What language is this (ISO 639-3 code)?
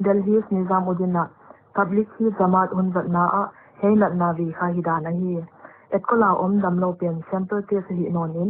pck